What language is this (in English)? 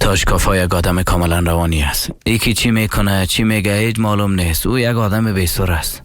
Persian